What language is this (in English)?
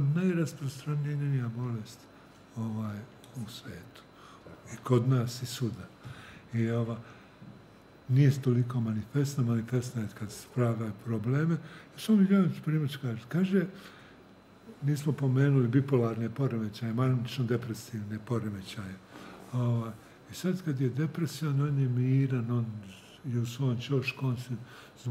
Serbian